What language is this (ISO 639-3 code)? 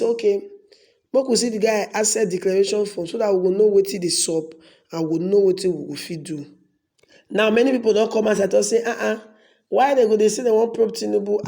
pcm